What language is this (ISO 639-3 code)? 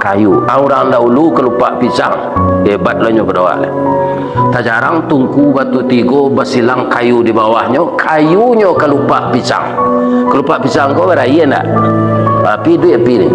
min